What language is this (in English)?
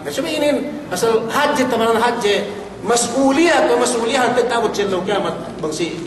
Yakan